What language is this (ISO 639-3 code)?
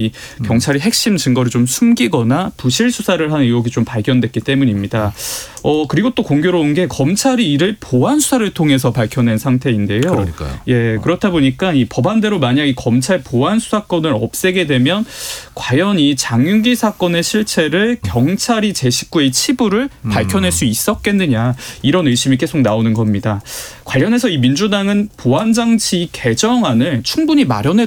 kor